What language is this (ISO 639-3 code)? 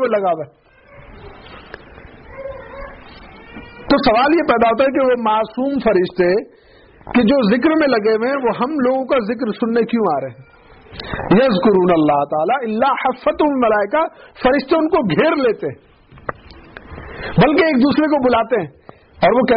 urd